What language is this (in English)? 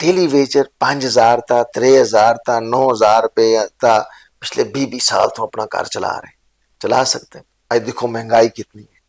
Dogri